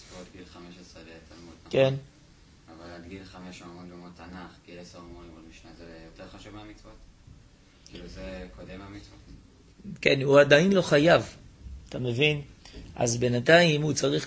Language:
Hebrew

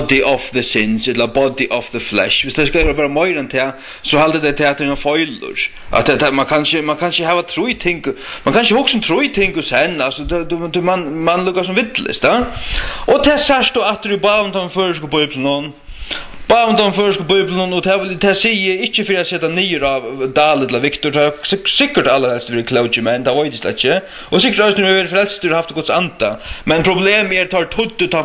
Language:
Faroese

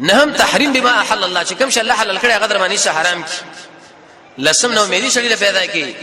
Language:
Pashto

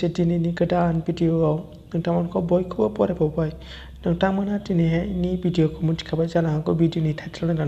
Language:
Bodo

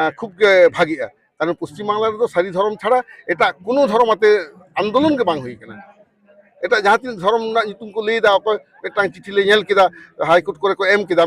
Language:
Santali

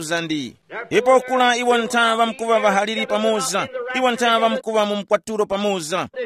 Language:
Tumbuka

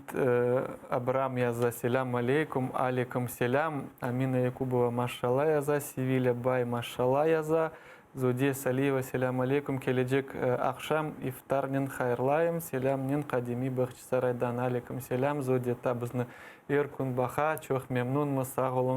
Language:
Crimean Tatar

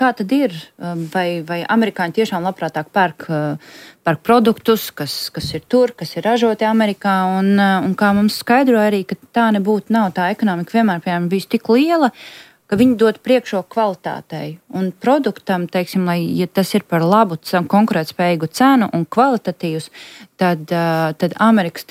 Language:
Latvian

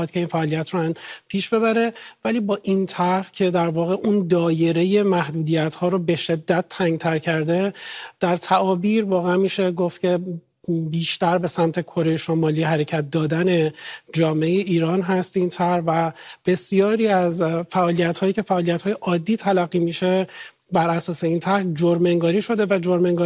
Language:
Persian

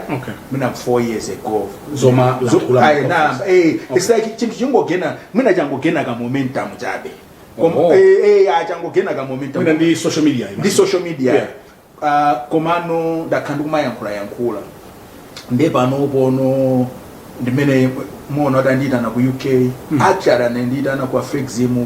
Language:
Nyanja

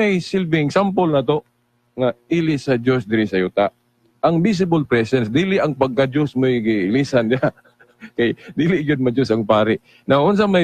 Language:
Cebuano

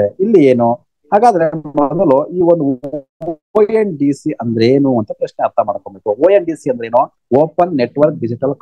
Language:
Kannada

